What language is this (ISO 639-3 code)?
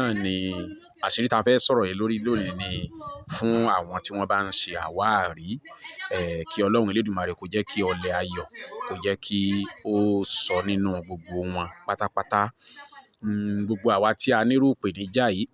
yor